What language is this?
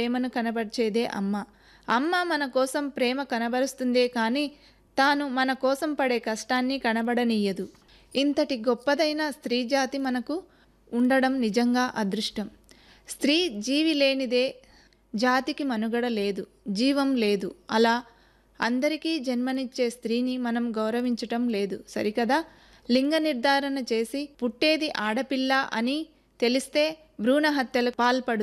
Telugu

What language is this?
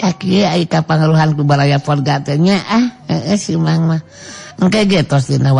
Sundanese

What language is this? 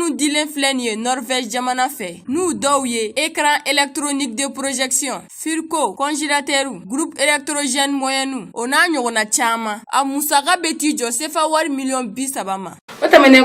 Bambara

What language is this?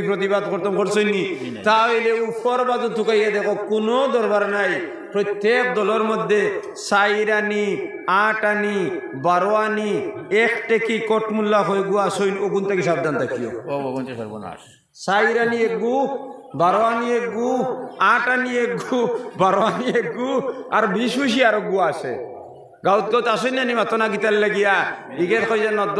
Sylheti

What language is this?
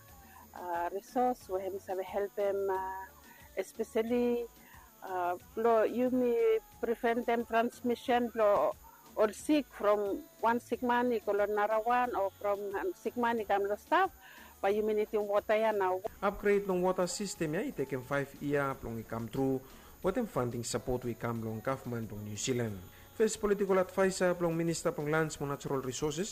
Bislama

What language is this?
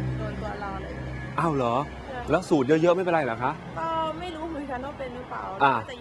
Thai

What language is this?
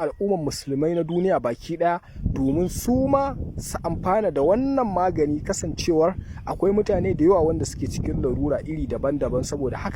Hausa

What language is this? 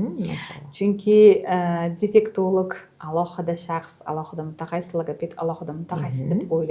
Uzbek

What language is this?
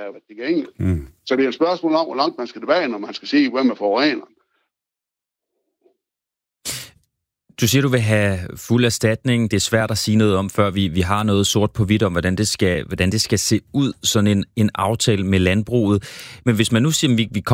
Danish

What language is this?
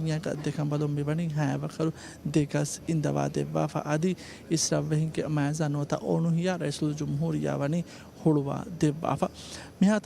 Divehi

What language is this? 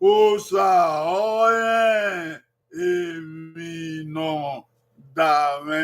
Bini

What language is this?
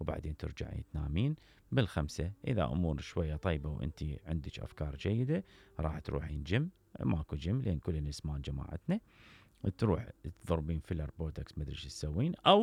Mesopotamian Arabic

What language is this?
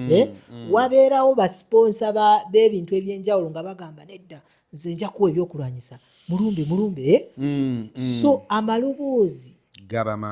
Ganda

